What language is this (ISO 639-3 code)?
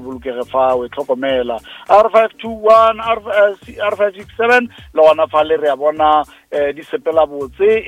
nso